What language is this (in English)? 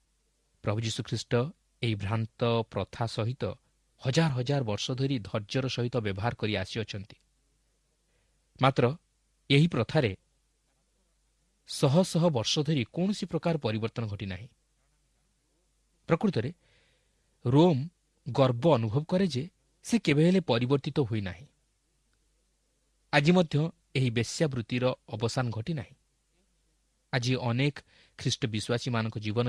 Odia